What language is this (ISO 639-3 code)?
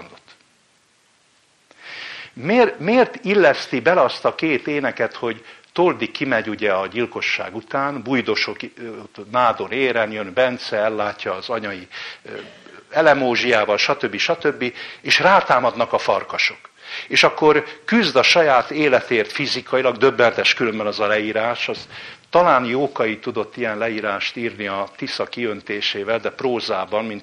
hun